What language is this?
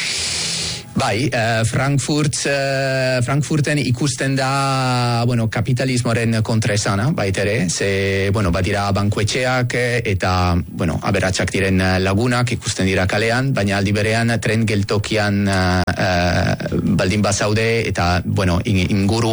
Basque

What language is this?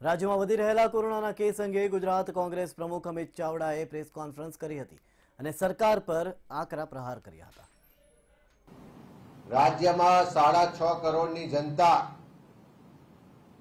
Gujarati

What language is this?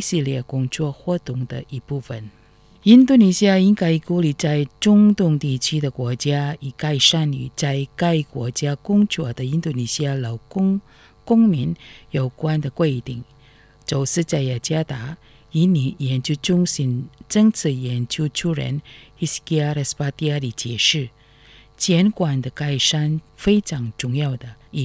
Chinese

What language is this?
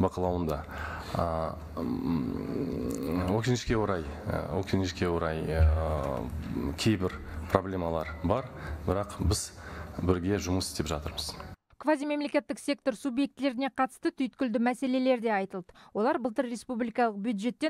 Kazakh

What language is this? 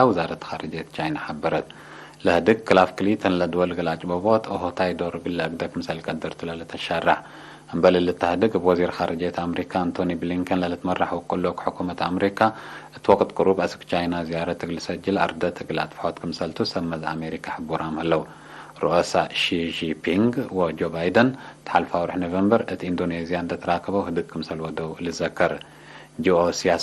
Tigre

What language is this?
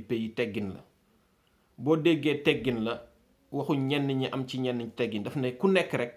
Wolof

